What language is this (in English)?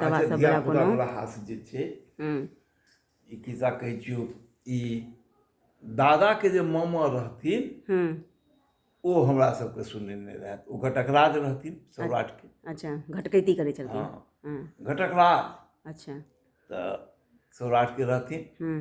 Maithili